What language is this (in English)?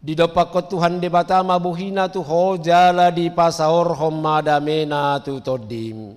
Batak Toba